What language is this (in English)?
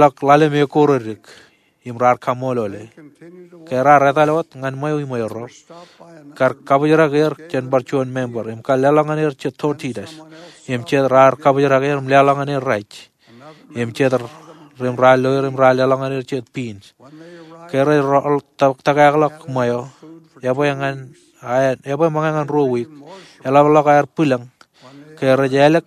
Marshallese